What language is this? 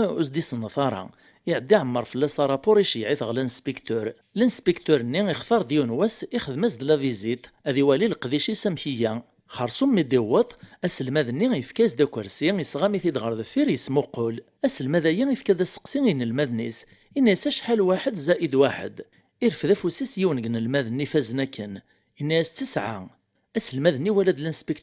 Kabyle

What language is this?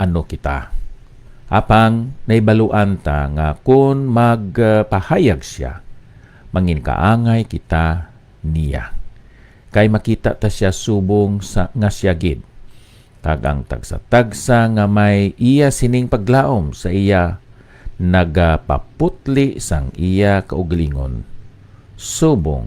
Hiligaynon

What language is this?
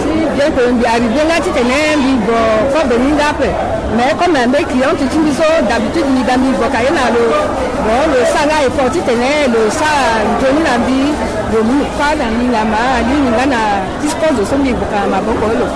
Sango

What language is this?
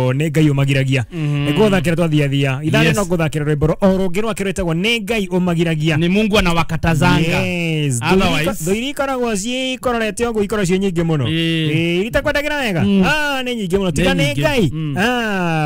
Kikuyu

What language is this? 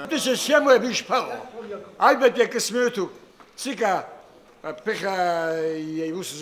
Abkhazian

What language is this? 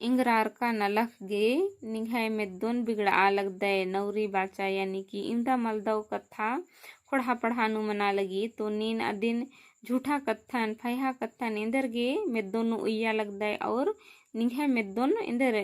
Kurukh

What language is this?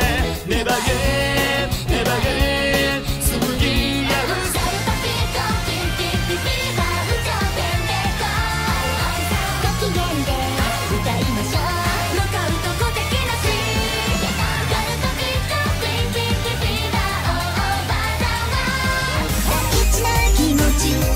Japanese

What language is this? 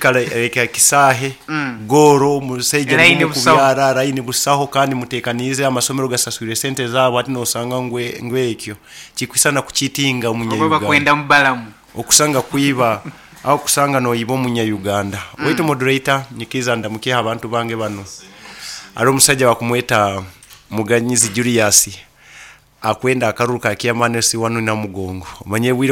Nyoro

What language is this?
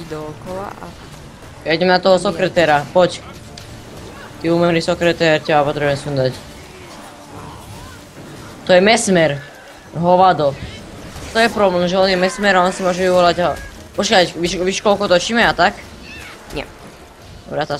Slovak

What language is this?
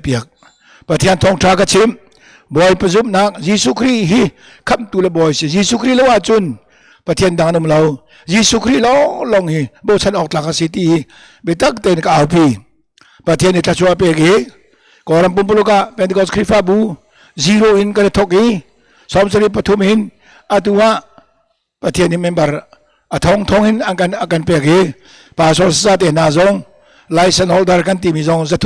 Hakha Chin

